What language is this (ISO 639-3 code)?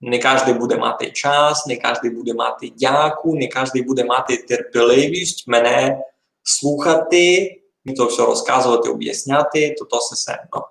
rue